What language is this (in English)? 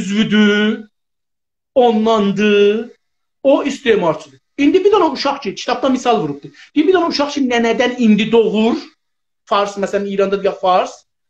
South Azerbaijani